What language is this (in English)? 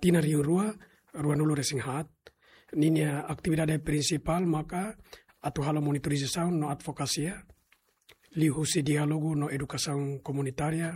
Tetum